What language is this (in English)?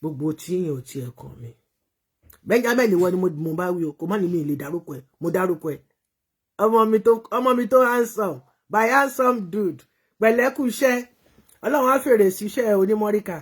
Yoruba